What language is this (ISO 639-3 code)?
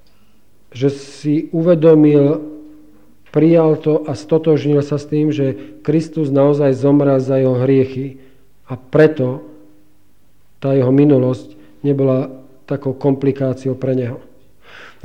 slk